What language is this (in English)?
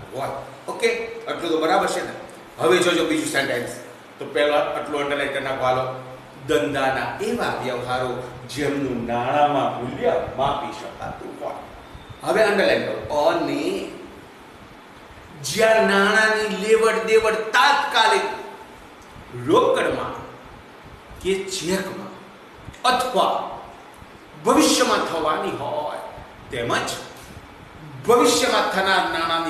Gujarati